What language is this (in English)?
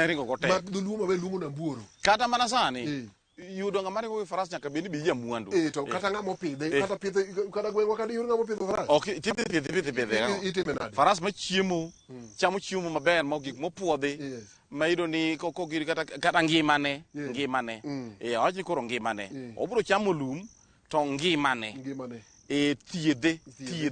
Luo (Kenya and Tanzania)